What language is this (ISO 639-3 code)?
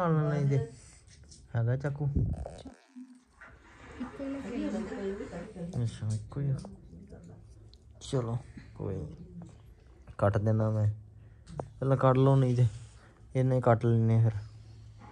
pan